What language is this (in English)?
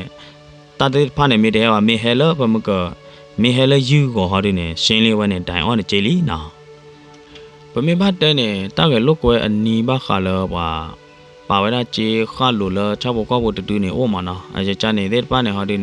S'gaw Karen